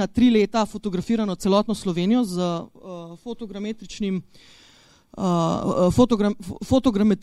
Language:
Slovenian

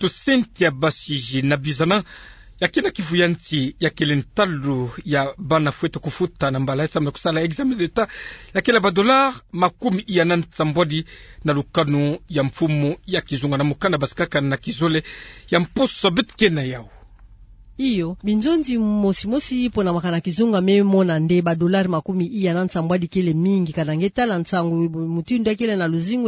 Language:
Kituba (Democratic Republic of Congo)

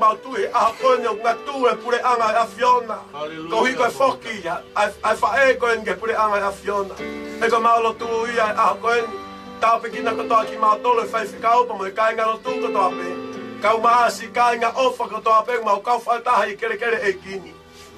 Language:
Tongan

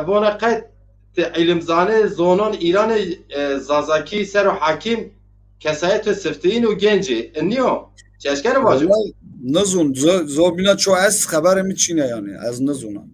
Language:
Zaza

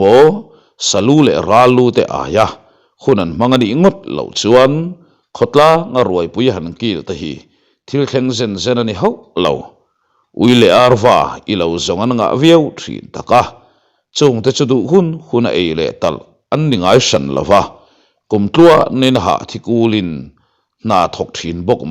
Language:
Mizo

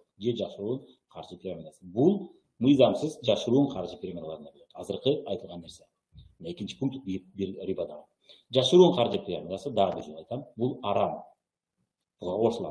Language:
Kyrgyz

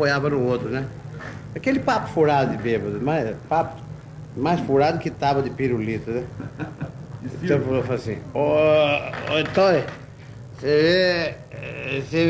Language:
Portuguese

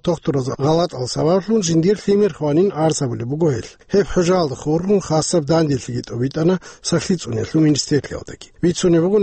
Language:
Avaric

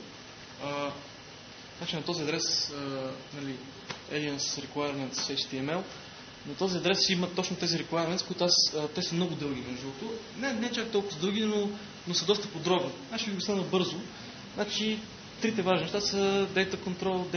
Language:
Bulgarian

